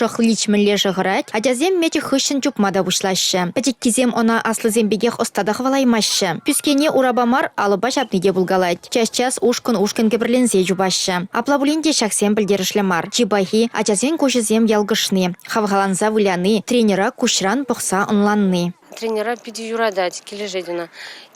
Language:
Chuvash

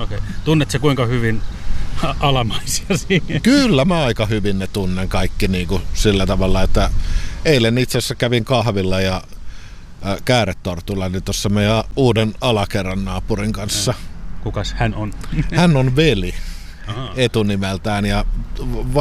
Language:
Finnish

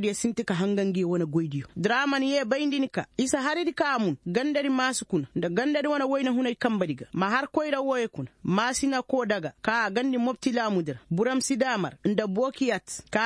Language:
Koyraboro Senni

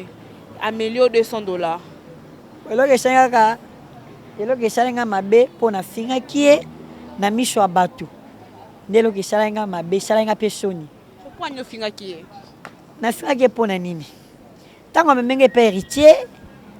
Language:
Lingala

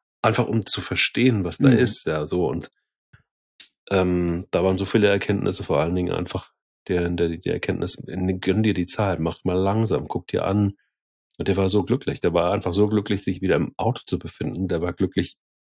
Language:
German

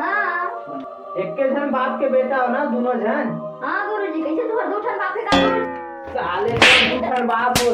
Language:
Chhattisgarhi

